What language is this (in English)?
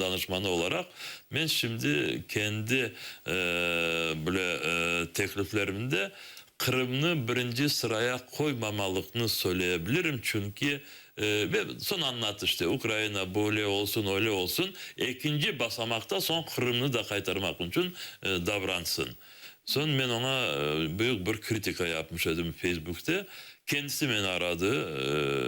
Crimean Tatar